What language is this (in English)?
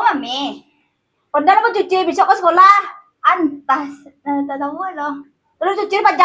Minangkabau